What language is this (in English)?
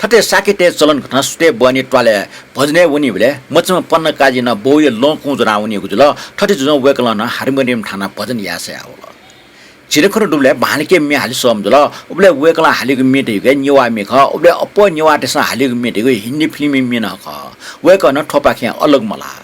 Newari